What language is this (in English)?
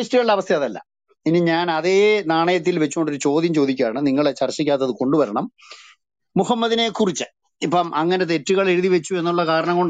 Malayalam